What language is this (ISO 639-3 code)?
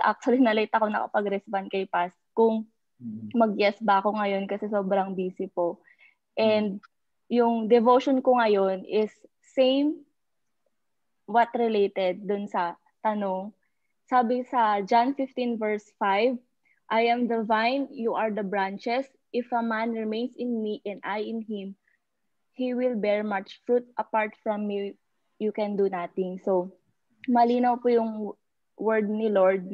fil